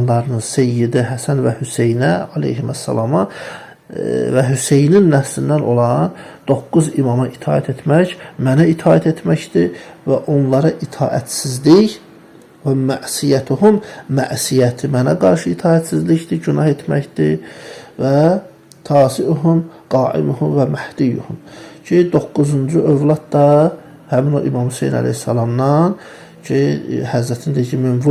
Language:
Azerbaijani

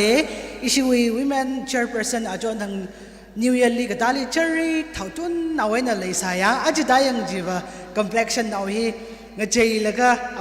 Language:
Tangkhul Naga (India)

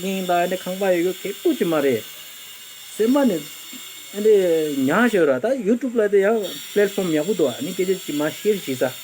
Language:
Tibetan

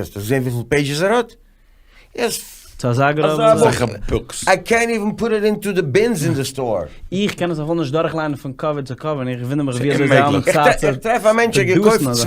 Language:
Yiddish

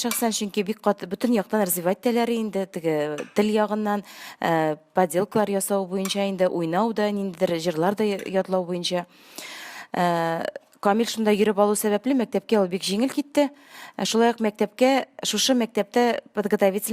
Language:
Tatar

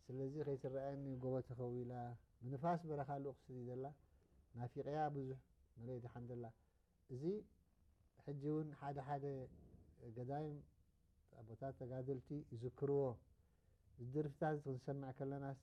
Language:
Tigrinya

